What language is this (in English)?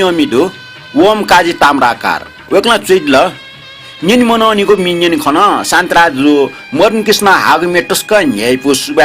Newari